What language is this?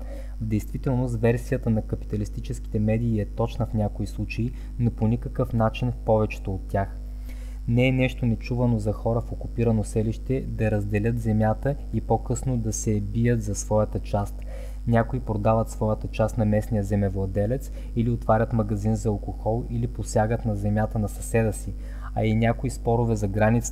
Bulgarian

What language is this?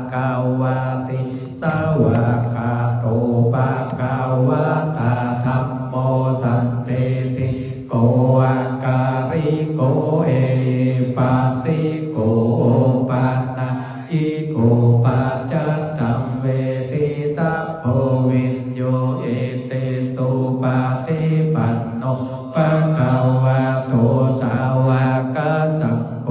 Pali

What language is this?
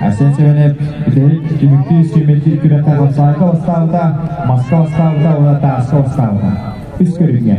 Yakut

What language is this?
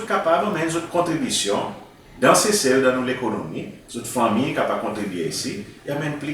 Seselwa Creole French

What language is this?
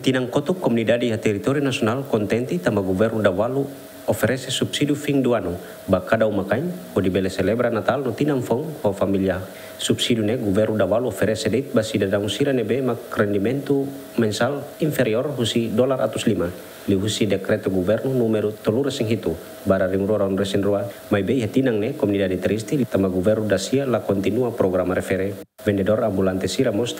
Tetum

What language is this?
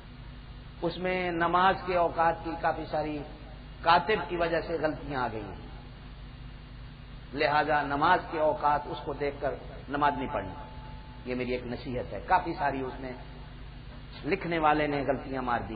Urdu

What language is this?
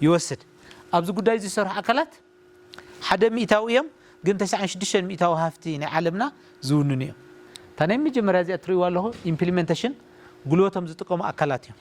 Tigrinya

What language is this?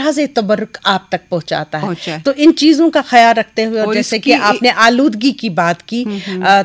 Urdu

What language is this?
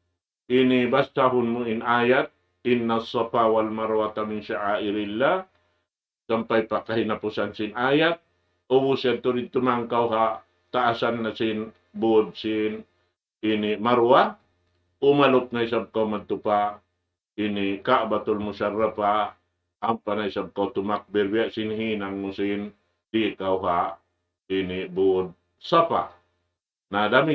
Tausug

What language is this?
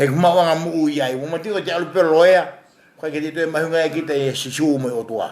Tongan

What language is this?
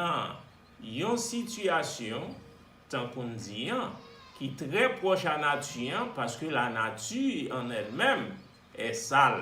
Haitian Creole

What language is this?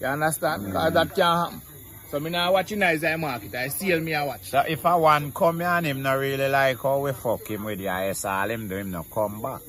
Jamaican Creole English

